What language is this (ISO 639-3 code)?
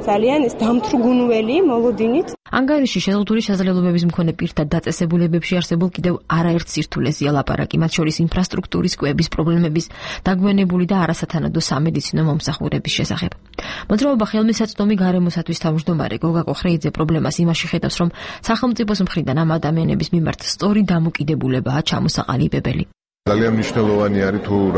kat